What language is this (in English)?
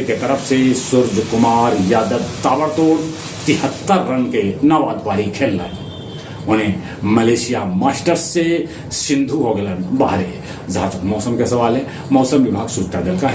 Magahi